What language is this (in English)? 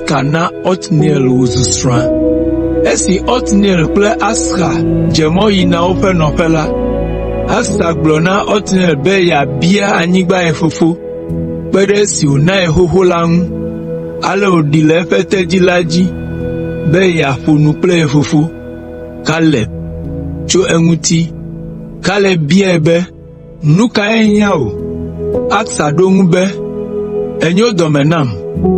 Ewe